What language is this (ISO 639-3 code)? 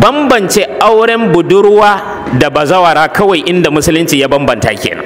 hau